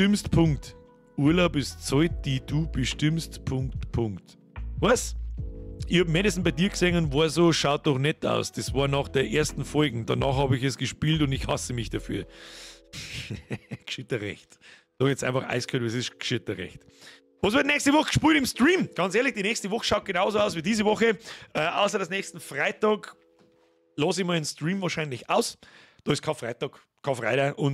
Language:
Bavarian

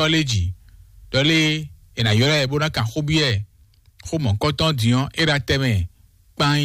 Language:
Fon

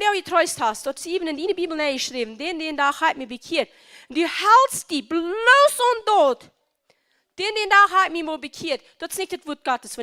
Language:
Plautdietsch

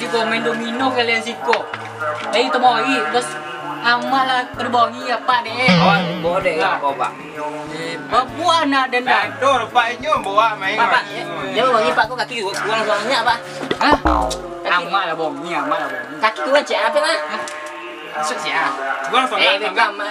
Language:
Minangkabau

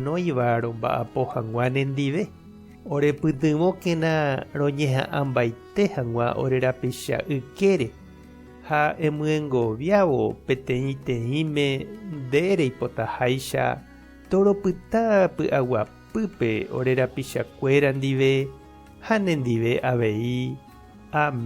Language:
Guarani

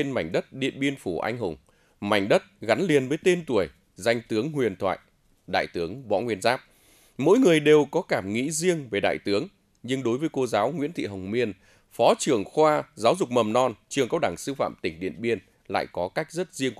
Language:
Vietnamese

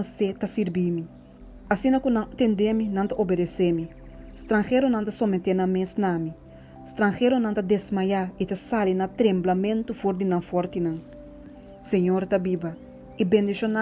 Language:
Papiamento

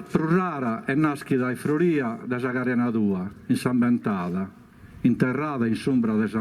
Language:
Sardinian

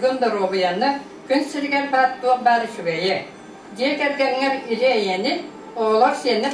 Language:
Yakut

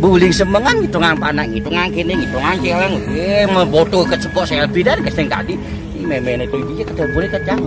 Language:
Balinese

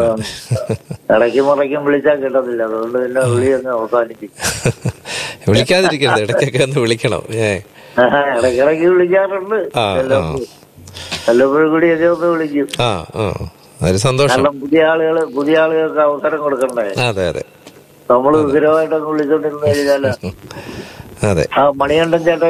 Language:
Malayalam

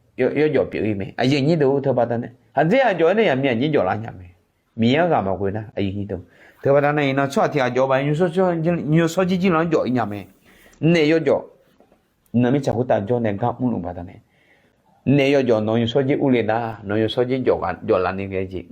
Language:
Akha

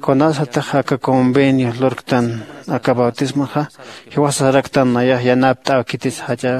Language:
Aymara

